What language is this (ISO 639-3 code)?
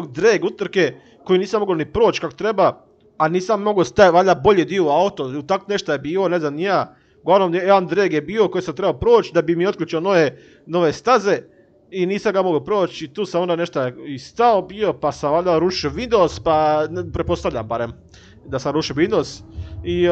hrv